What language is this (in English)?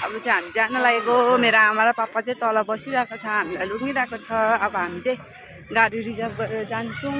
Nepali